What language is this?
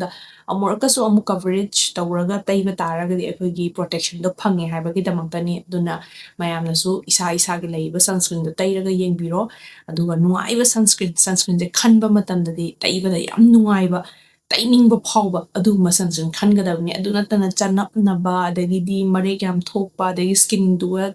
Manipuri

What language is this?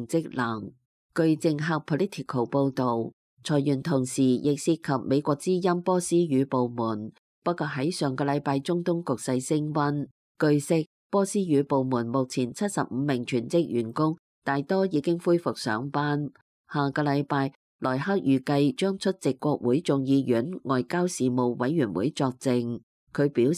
Cantonese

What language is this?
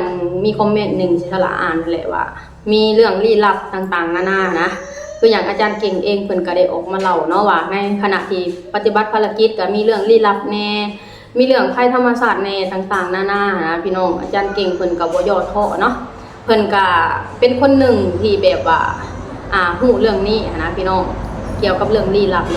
Lao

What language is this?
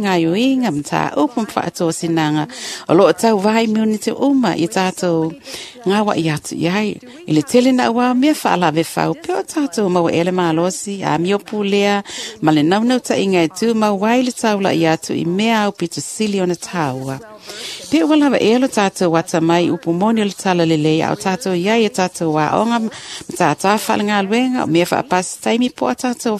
Samoan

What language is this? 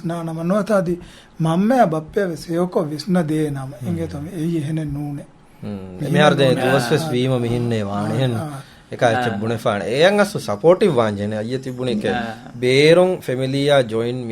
Divehi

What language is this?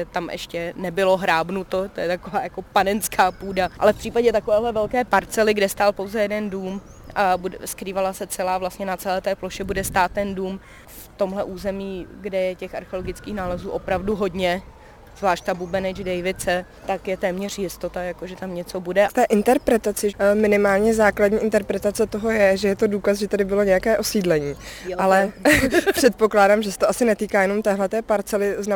Czech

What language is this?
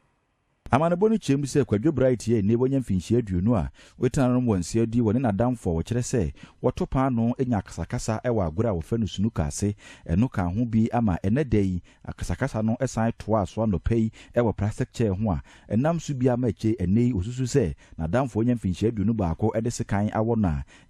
Akan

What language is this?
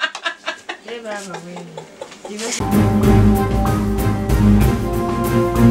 Kinyarwanda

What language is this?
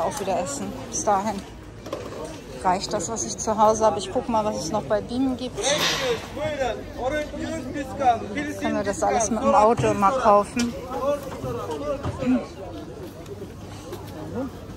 German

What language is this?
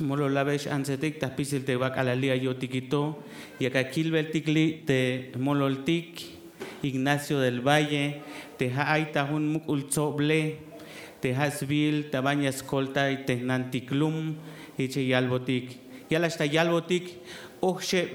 Tzeltal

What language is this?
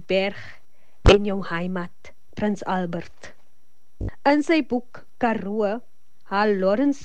Afrikaans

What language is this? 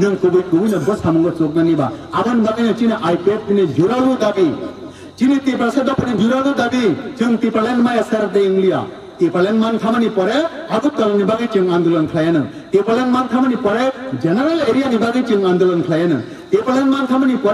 Kok Borok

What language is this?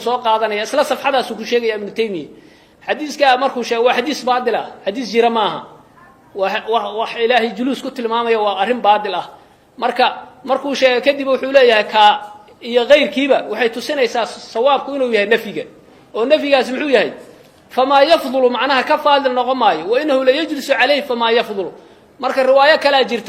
Somali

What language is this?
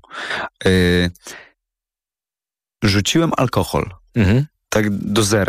Polish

